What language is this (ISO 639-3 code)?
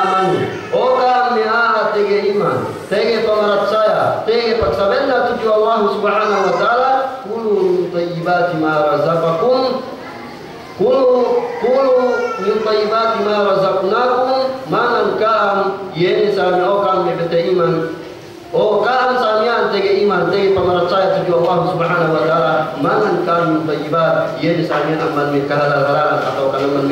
yka